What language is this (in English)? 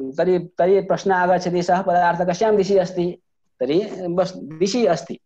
Sanskrit